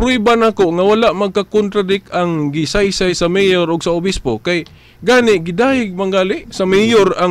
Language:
Cebuano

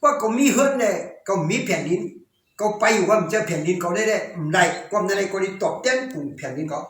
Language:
Shan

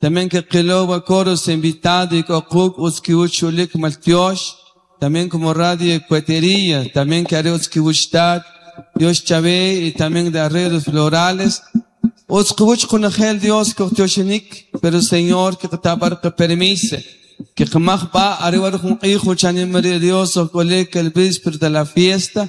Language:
Kʼicheʼ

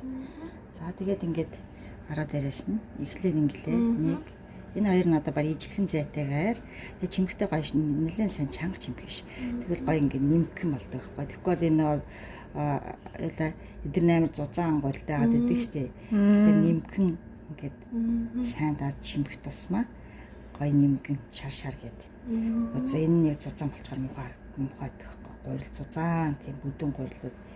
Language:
Mongolian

